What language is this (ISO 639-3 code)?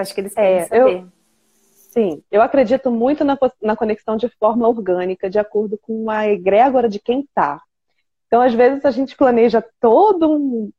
por